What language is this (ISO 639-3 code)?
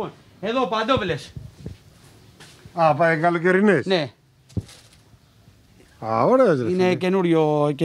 ell